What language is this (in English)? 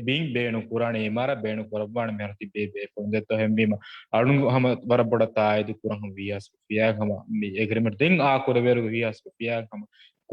Divehi